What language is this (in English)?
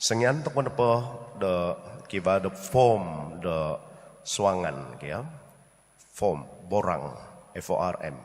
Central Dusun